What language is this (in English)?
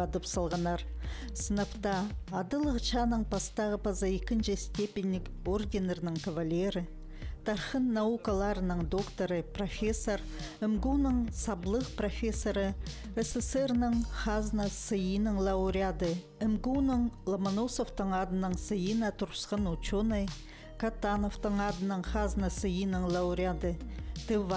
Khakas